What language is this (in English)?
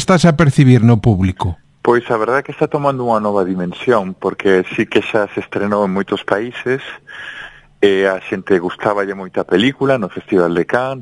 Galician